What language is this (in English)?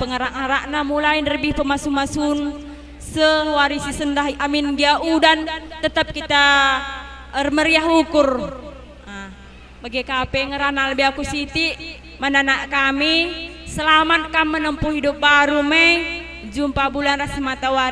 Batak Karo